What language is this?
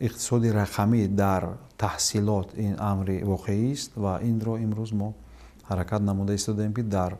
Tajik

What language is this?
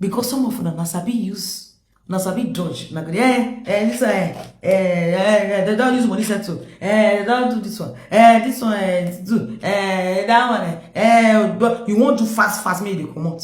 Nigerian Pidgin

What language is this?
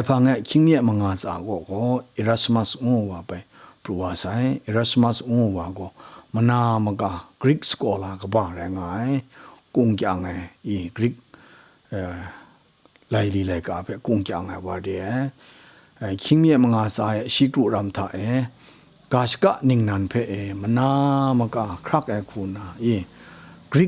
Kachin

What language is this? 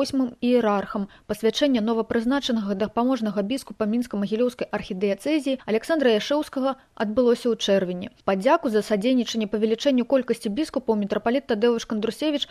Belarusian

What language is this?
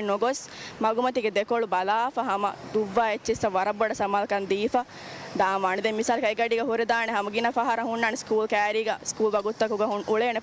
Divehi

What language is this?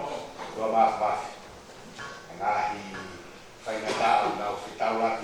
Tongan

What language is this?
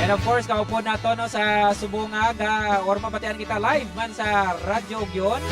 Hiligaynon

